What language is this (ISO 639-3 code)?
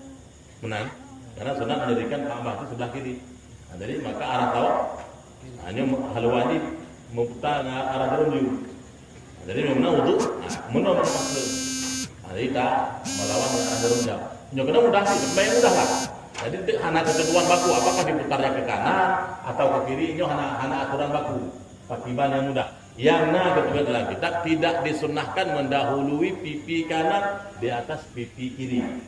ace